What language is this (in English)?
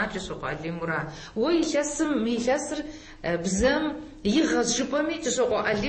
Kabardian